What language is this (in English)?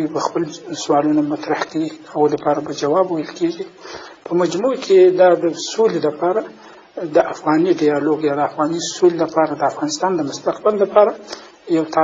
Pashto